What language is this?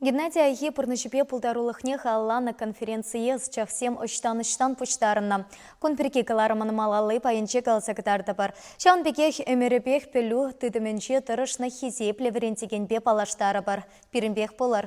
Chuvash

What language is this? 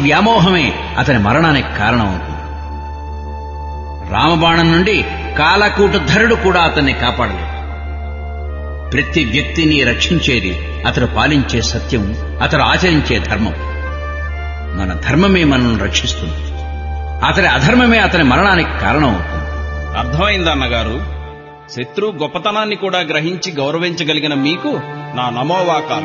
Telugu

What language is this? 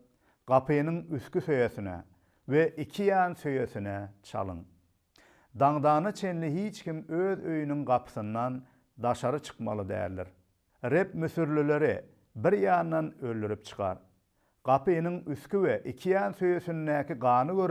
Turkmen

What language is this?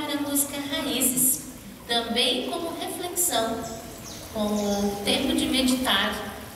Portuguese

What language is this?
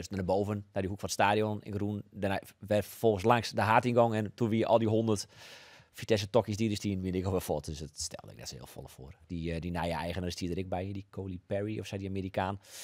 Western Frisian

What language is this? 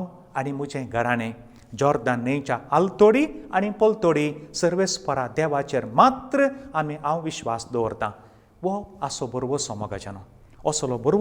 Konkani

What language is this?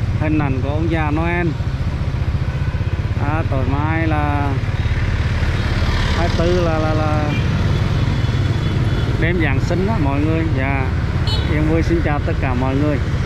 Vietnamese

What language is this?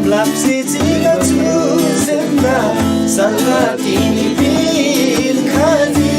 Eastern Tamang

